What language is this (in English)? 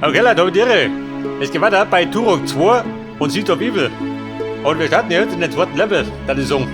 Bavarian